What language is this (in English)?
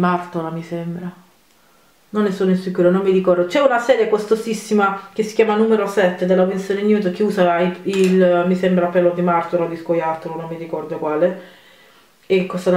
Italian